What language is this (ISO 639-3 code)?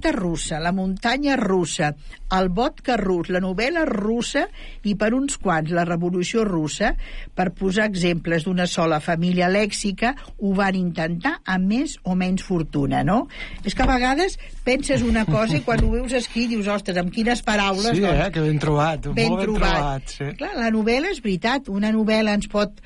cat